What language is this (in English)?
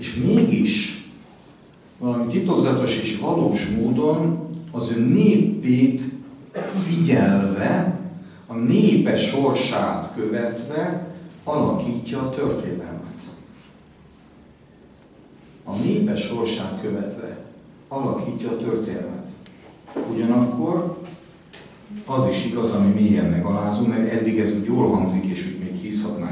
Hungarian